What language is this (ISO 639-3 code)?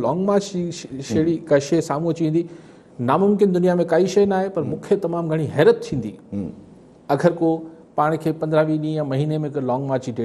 snd